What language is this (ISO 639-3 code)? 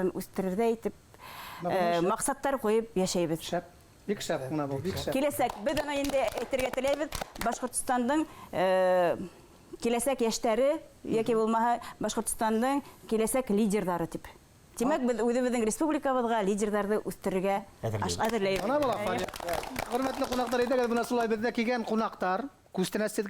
bak